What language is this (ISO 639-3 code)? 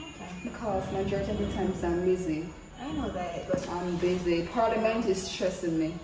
jam